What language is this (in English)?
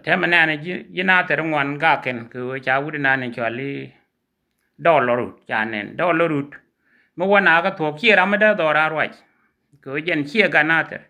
Nuer